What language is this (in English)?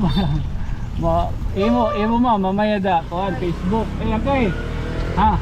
Waray